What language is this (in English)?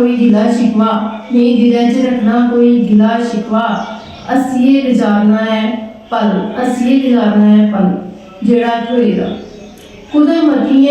Dogri